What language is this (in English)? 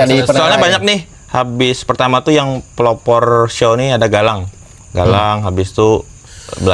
Banjar